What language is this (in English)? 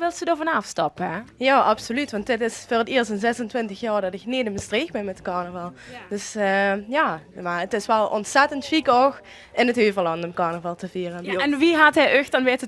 Limburgish